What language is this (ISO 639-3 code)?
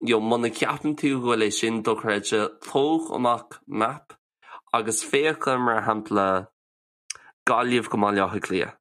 gle